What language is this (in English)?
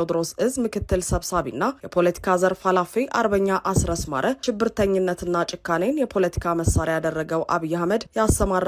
Amharic